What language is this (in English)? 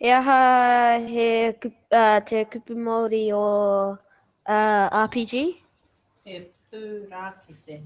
Māori